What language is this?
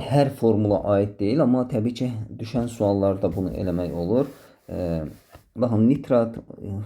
Azerbaijani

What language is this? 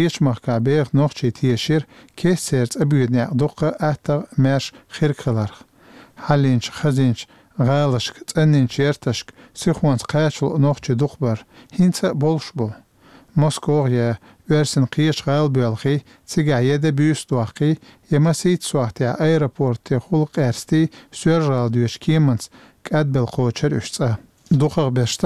Chechen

